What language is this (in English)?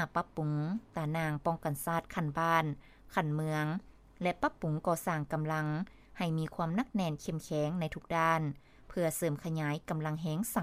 Lao